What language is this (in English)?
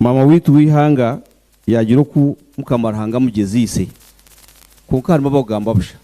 Nyankole